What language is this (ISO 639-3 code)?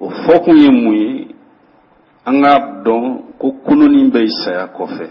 bam